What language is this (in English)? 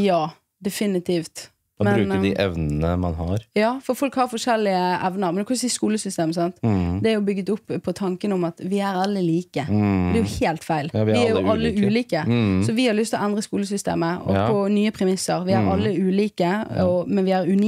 Norwegian